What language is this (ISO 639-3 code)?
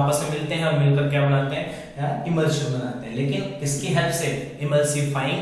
hin